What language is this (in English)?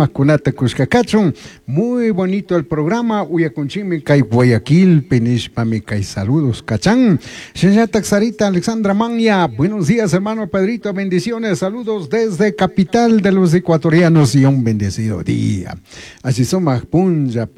Chimborazo Highland Quichua